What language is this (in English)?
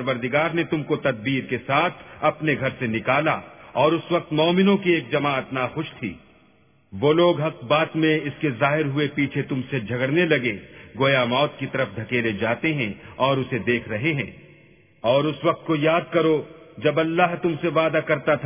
Urdu